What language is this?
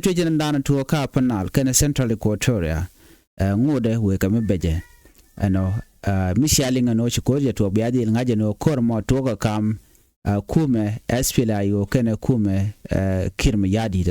Nuer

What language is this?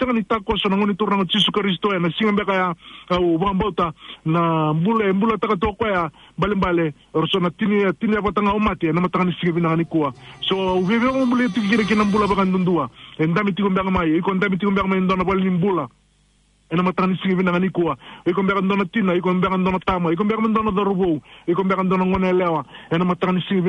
Fijian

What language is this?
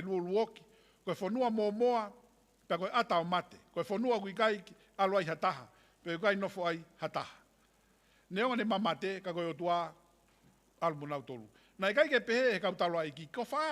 Tongan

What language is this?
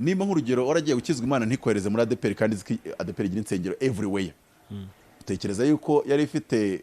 Kinyarwanda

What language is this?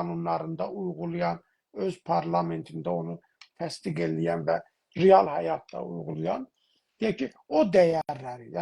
South Azerbaijani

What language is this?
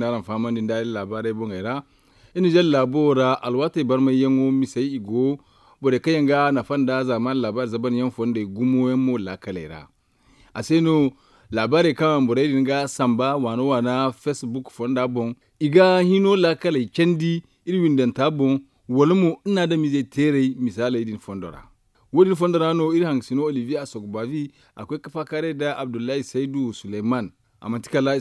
Zarma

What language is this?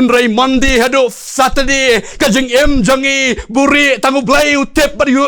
Khasi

